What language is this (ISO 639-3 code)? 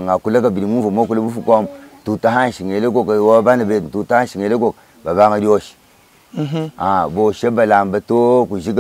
lua